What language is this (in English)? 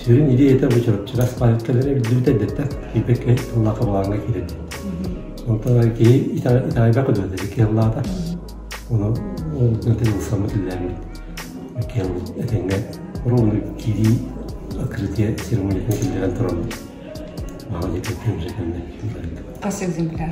Yakut